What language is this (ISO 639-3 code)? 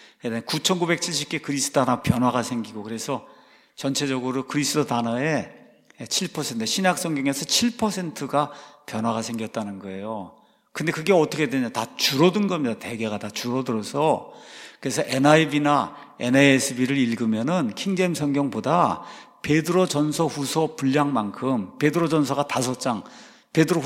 kor